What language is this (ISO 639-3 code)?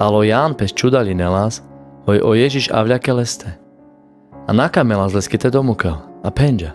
rmc